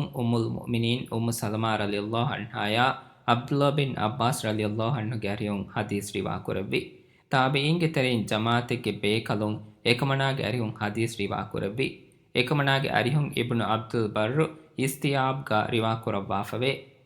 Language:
Divehi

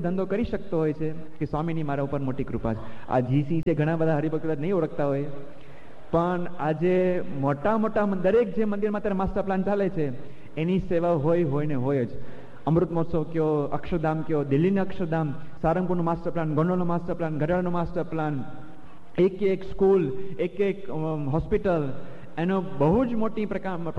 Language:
Gujarati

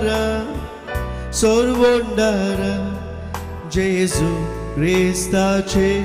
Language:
Konkani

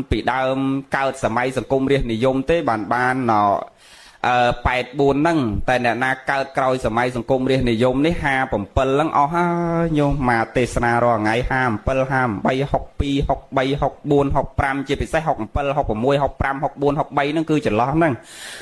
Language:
Khmer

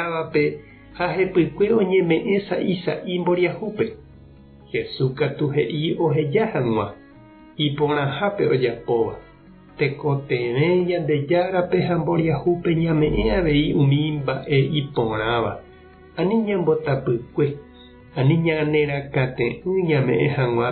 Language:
Guarani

